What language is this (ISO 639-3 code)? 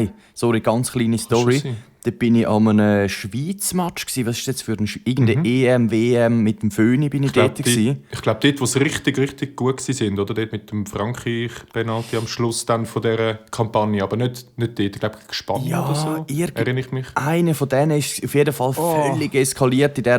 gsw